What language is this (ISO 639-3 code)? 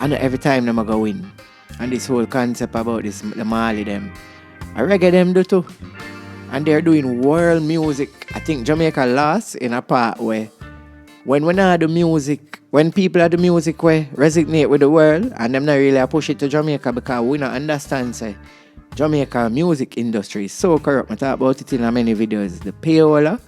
jam